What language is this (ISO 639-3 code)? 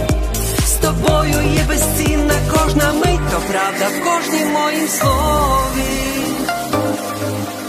ukr